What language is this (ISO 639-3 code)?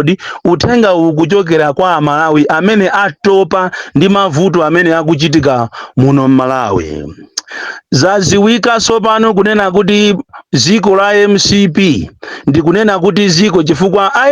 nya